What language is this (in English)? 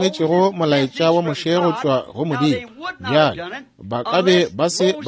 Northern Sotho